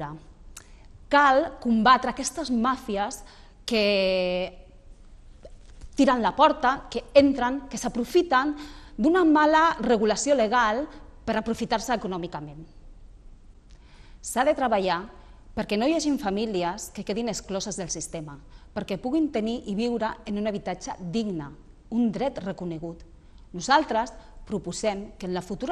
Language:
Catalan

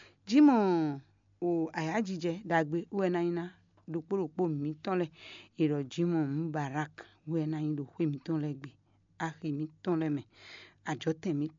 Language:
Fon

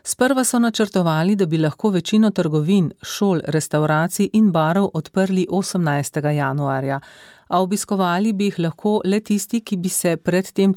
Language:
Slovenian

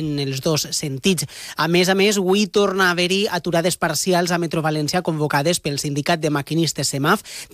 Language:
Catalan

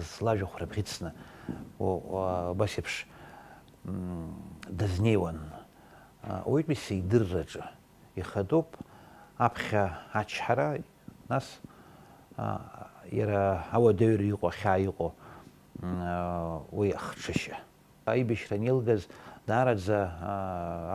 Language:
Abkhazian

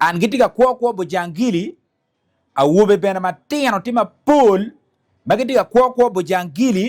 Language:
Acoli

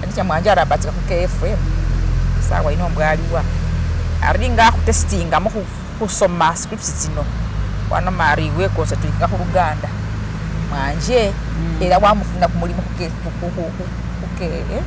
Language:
Masaaba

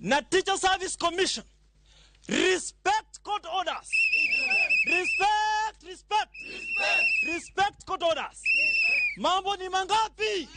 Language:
Luo (Kenya and Tanzania)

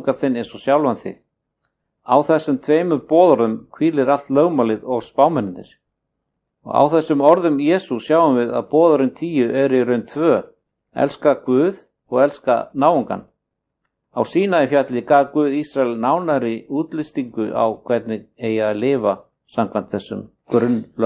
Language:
Icelandic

